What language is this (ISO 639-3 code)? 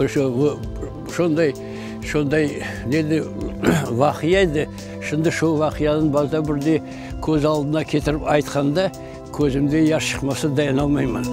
crh